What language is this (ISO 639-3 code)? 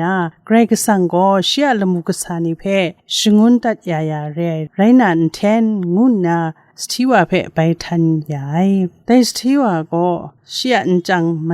kac